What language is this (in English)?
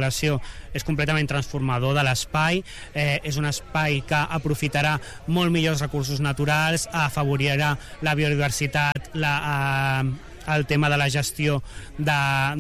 Catalan